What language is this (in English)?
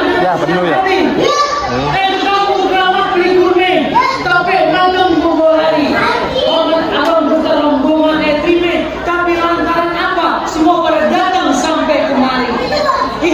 Betawi